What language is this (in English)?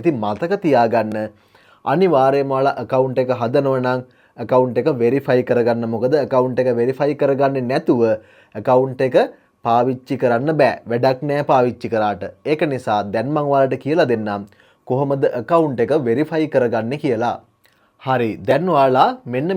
Sinhala